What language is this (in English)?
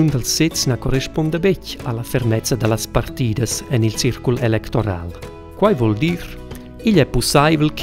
Romansh